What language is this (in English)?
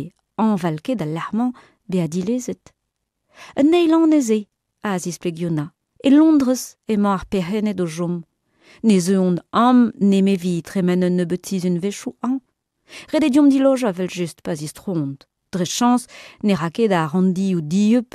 Breton